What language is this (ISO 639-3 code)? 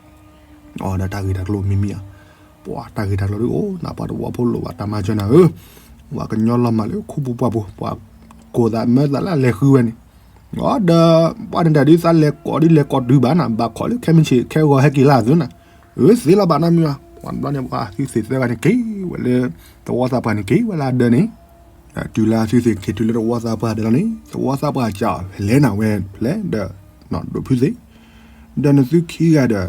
ksw